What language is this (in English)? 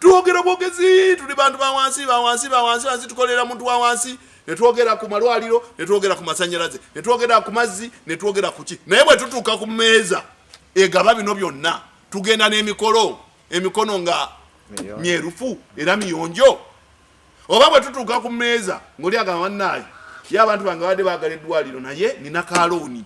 Ganda